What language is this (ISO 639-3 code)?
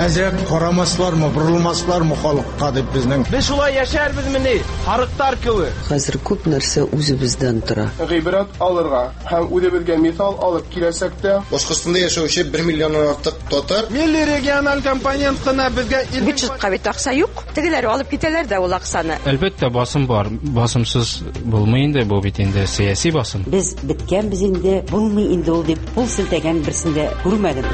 tat